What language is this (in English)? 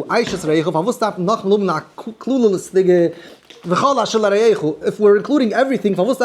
Yiddish